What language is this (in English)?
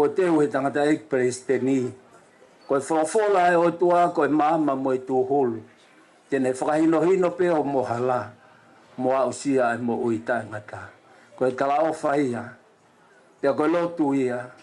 Tongan